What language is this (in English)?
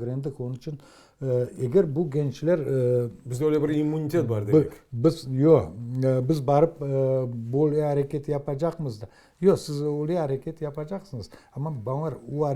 Crimean Tatar